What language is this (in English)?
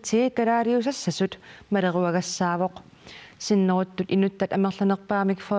Kalaallisut